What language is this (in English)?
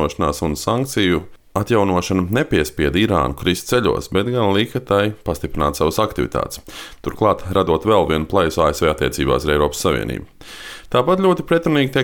Latvian